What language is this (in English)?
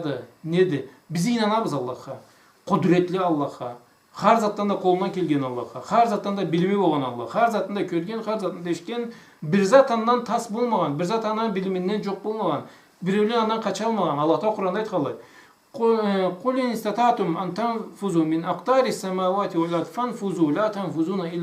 Karachay-Balkar